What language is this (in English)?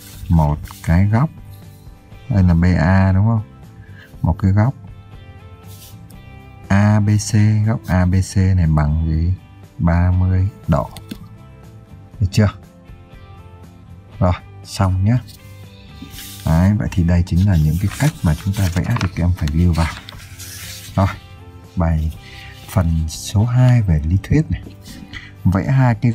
Vietnamese